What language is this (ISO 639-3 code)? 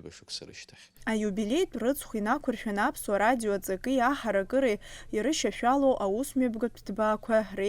abk